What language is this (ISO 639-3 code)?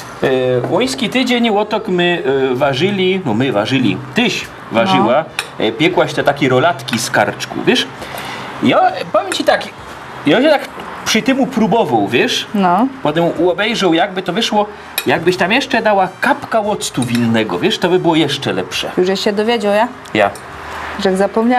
szl